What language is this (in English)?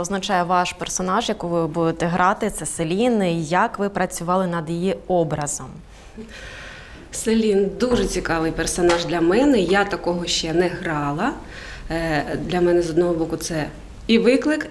Ukrainian